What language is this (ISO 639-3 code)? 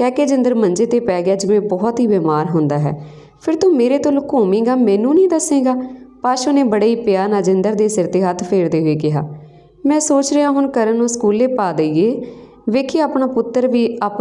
pan